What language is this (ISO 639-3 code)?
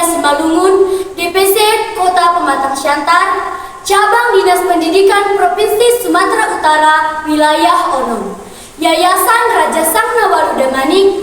bts